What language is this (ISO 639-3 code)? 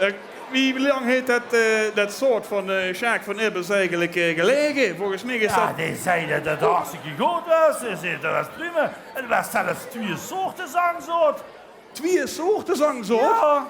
lim